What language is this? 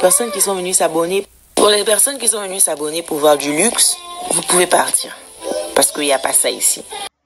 French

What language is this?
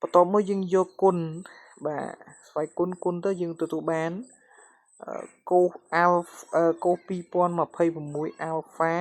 Khmer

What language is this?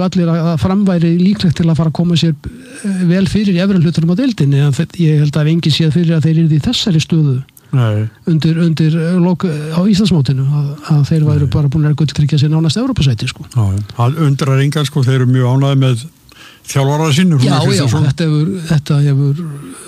Icelandic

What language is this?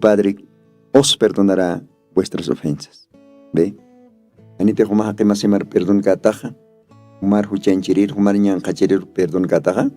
Aymara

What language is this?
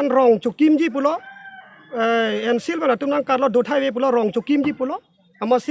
Karbi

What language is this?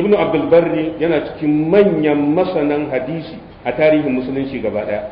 Hausa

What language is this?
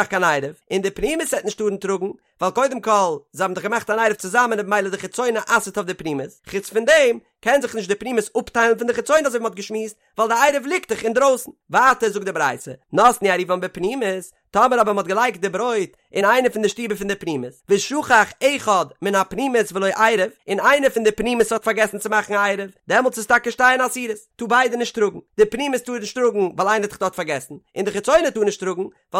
Yiddish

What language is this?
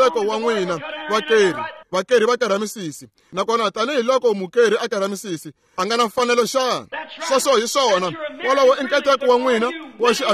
Tsonga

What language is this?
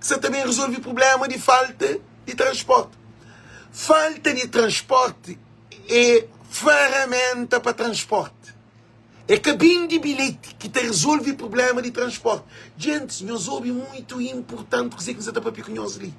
Kabuverdianu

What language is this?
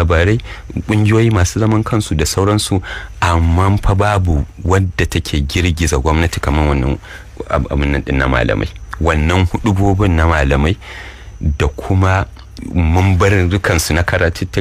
Hausa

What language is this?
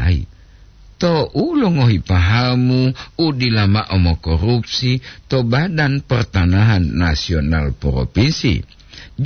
Gorontalo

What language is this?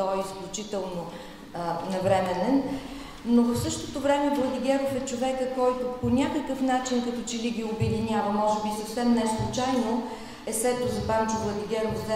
Bulgarian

